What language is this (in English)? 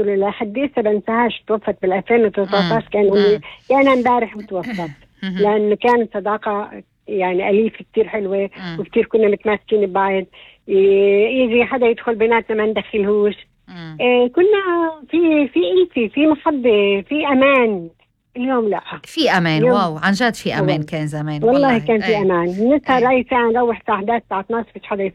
North Levantine Arabic